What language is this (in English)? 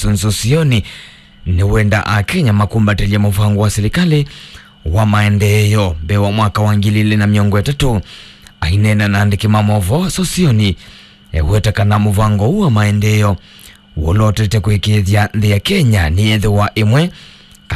Kamba